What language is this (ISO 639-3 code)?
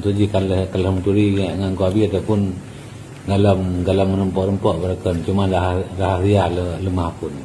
ace